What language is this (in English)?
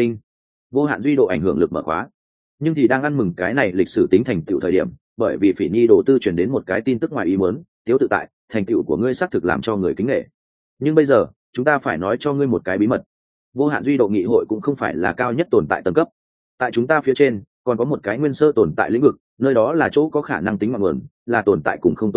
Vietnamese